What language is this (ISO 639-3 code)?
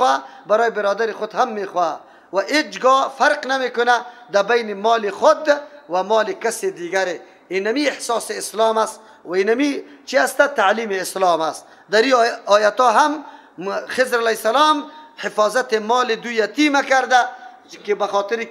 fas